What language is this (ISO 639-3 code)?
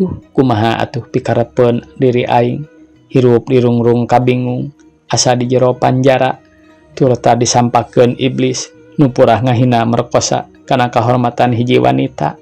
sun